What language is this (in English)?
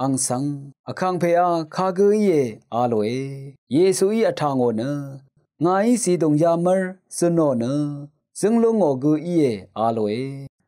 Rawang